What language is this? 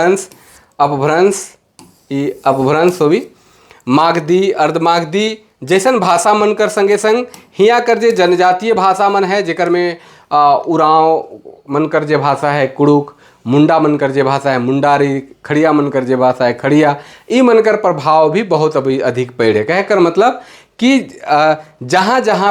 Sadri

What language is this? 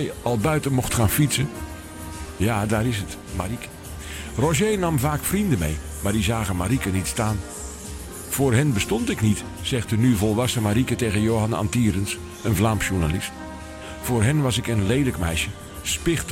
Dutch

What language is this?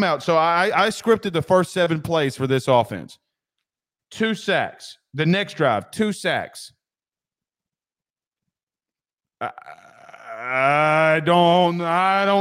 English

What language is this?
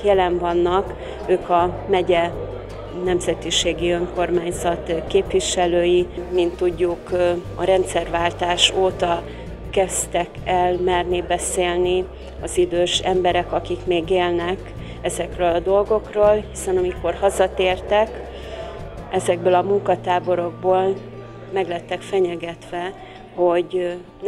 Hungarian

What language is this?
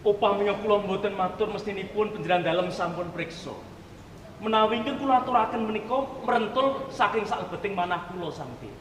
Javanese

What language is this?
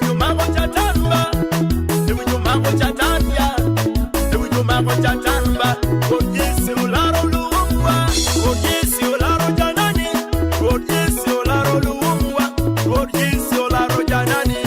Acoli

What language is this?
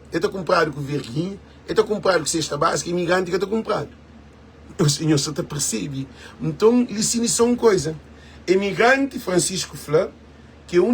Kabuverdianu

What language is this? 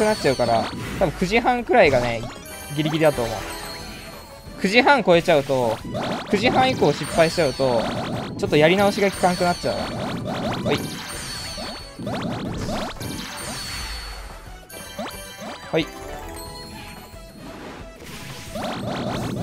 Japanese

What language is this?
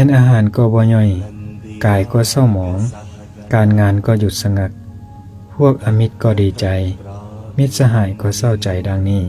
Lao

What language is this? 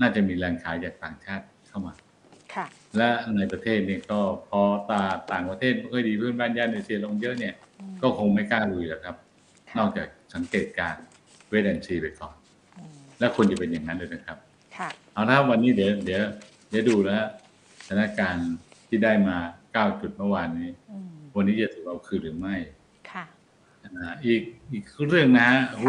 Thai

